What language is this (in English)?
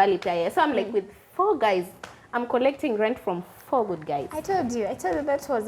Gusii